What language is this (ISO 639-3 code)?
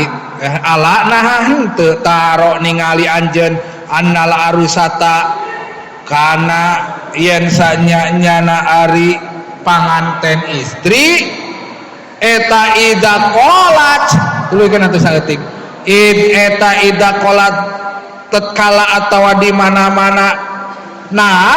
sun